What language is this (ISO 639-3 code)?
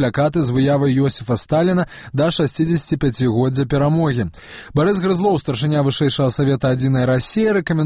bel